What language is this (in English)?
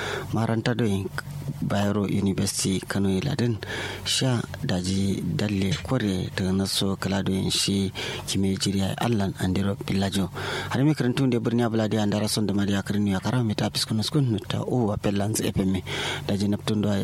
Kanuri